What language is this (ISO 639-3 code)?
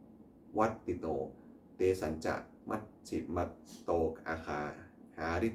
pli